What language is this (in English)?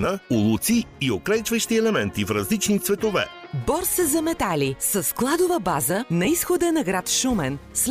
Bulgarian